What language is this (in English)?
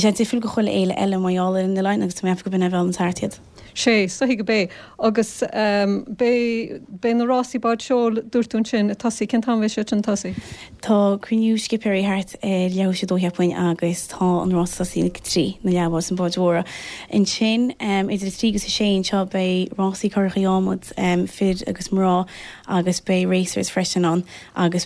Irish